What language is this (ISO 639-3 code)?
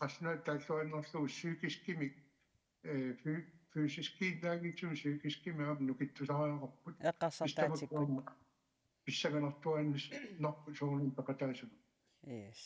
kal